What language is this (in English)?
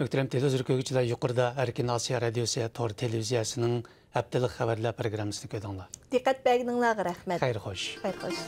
Uyghur